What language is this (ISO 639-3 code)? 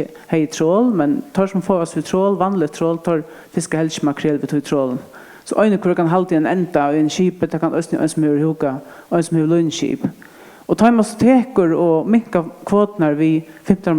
fao